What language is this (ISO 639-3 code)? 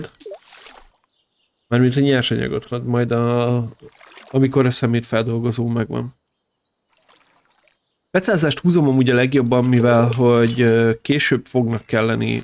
hun